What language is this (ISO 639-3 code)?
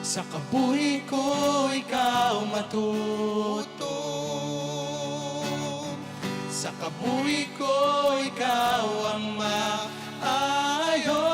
hil